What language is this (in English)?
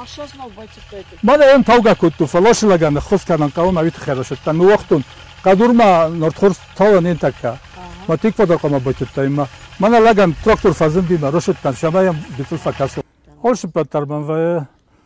Ossetic